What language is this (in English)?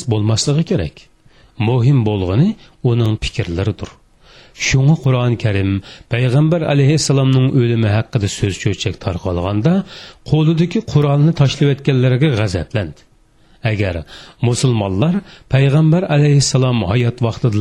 Uyghur